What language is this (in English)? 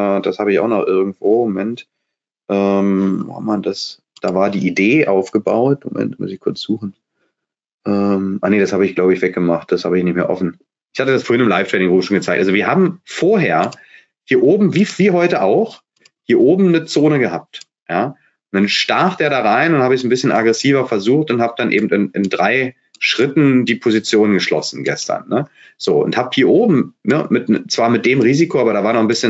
German